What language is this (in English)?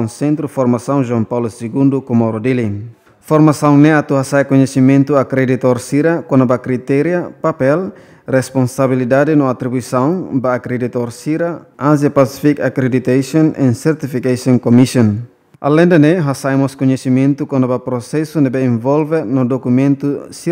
Tetum